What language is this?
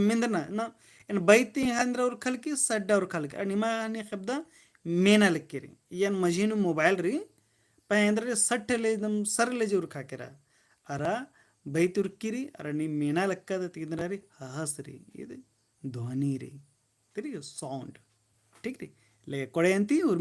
Kurukh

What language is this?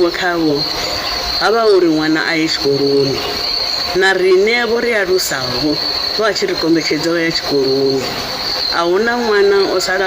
Venda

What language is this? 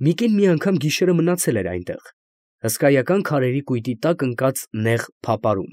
Armenian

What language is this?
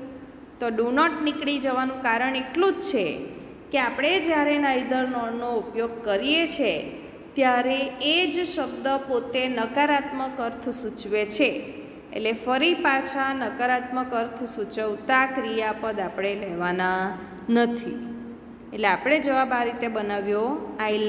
Gujarati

